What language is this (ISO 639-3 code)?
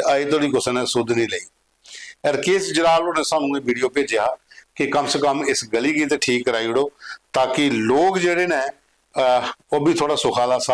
doi